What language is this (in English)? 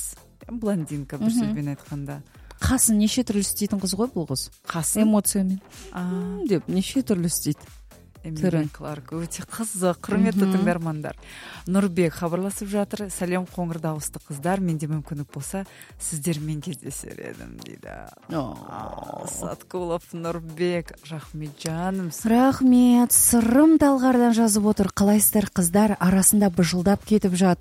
Kazakh